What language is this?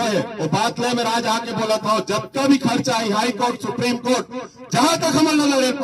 Chhattisgarhi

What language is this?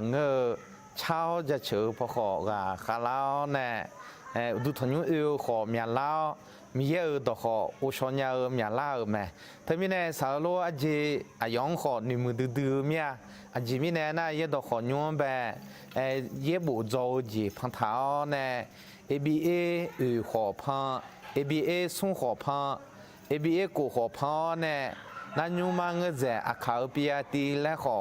Akha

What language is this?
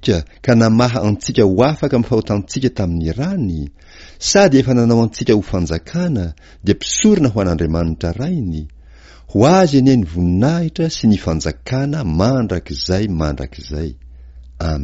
Malagasy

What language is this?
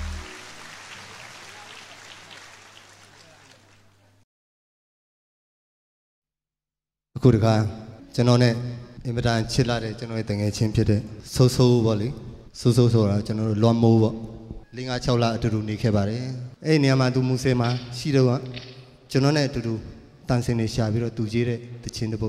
Burmese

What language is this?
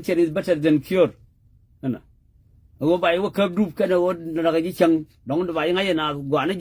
Nuer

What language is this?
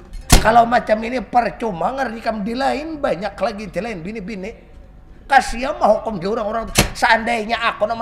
Banjar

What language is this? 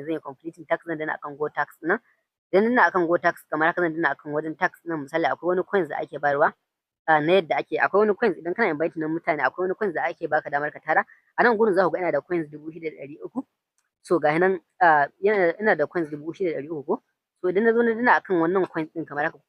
Hausa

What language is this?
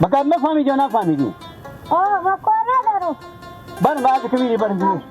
Hazaragi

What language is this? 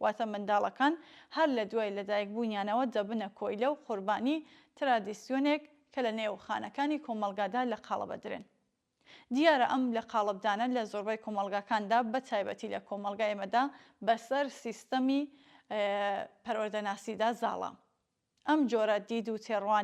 Central Kurdish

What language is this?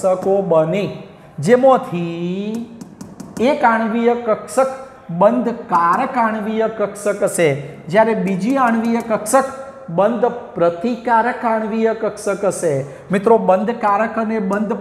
Gujarati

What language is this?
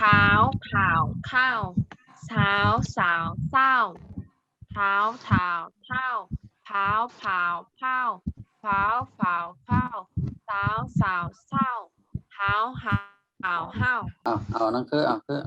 Shan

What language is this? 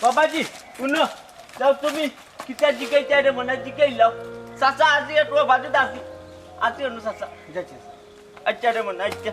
Sylheti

